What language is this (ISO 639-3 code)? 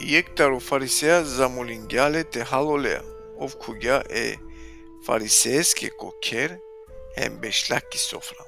rmn